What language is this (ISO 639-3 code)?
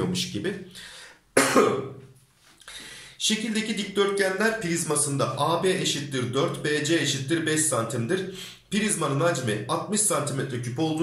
tur